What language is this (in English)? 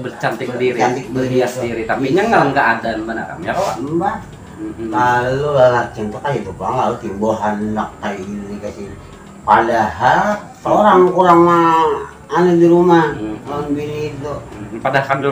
Banjar